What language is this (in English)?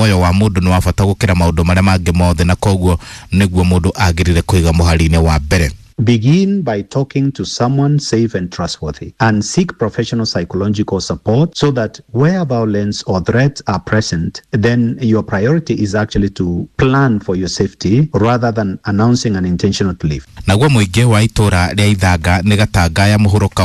Kikuyu